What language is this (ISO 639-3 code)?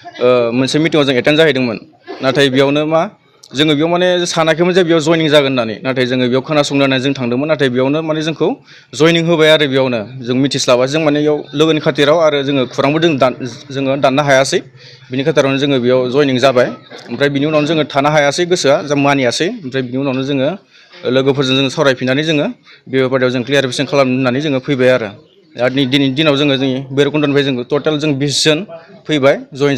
brx